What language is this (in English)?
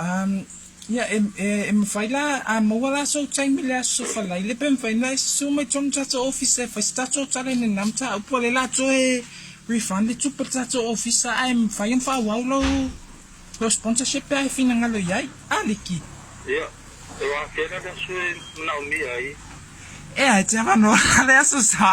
Samoan